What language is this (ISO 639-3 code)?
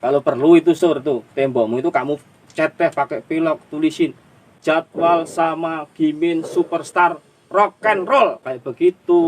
bew